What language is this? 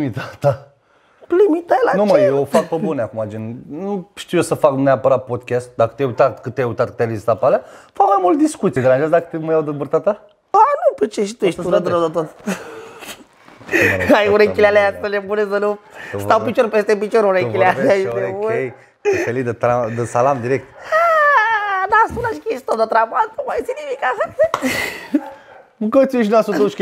Romanian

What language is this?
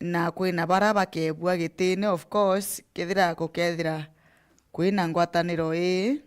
Meru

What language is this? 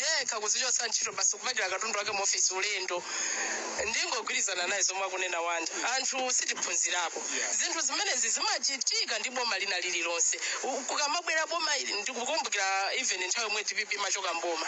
Nyanja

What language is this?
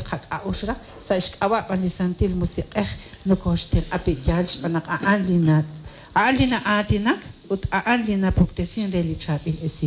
Kekchí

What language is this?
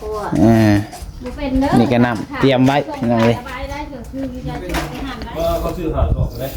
Northeastern Thai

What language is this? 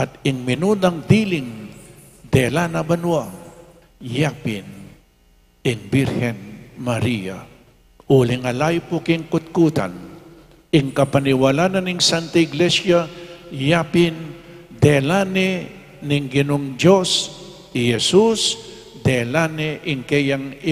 Pampanga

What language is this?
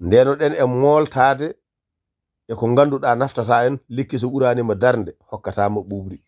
Fula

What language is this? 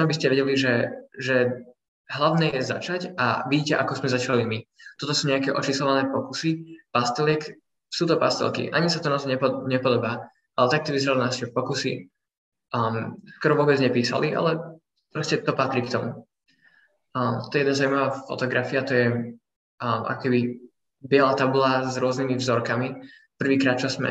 Slovak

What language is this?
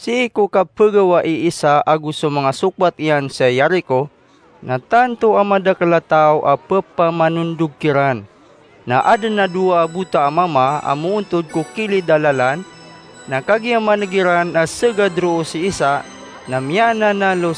Maranao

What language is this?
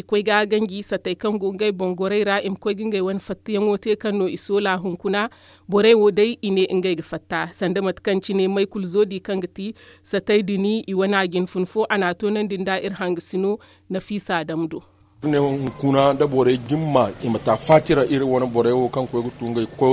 Zarma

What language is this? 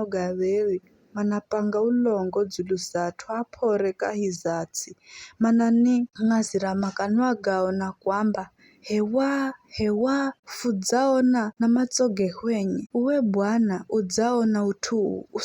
Giryama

